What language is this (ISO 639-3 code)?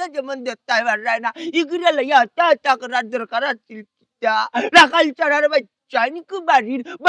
syl